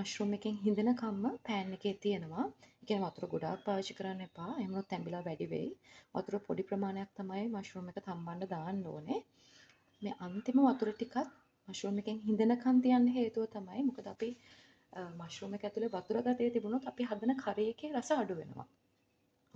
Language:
Sinhala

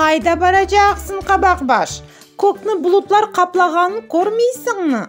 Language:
Crimean Tatar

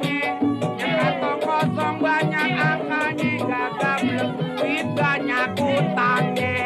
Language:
Betawi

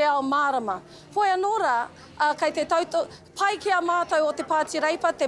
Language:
Māori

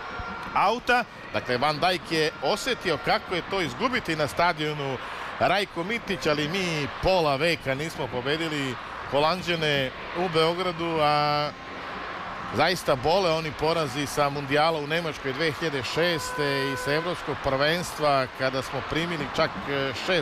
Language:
Serbian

